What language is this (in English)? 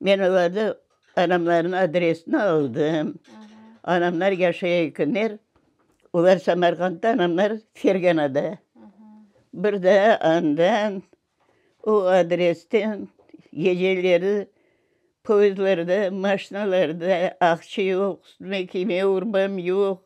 Crimean Tatar